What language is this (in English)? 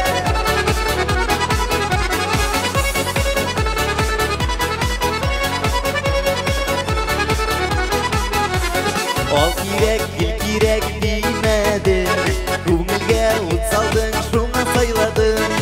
Tatar